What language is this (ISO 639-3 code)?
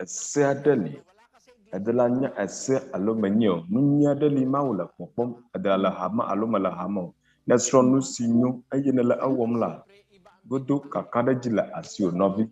ewe